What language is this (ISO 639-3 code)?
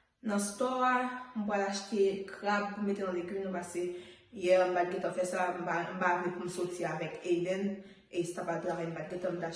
hat